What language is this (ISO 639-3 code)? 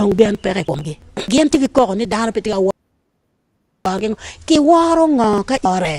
ach